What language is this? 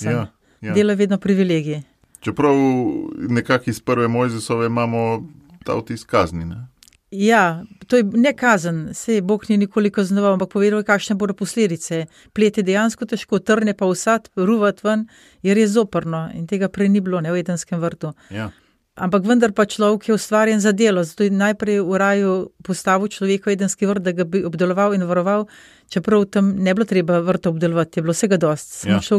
Slovenian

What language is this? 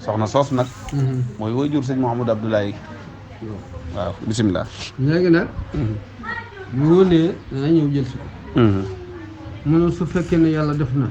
Wolof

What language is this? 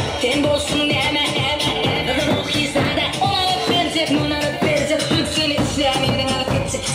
Turkmen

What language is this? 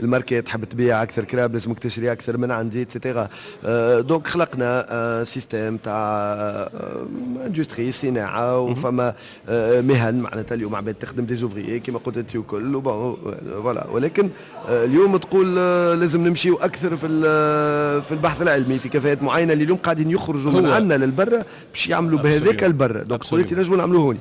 Tunisian Arabic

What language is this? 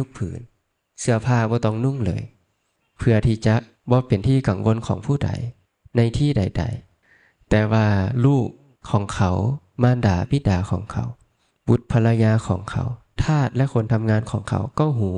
Lao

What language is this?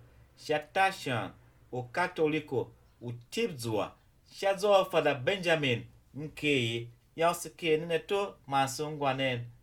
Tiv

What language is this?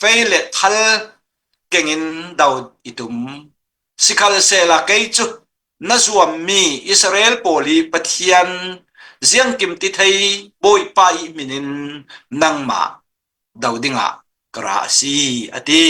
Falam Chin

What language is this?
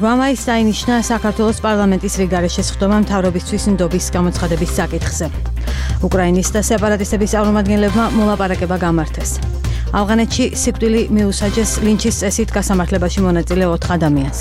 Georgian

